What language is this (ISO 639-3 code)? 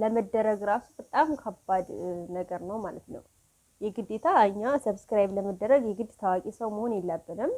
amh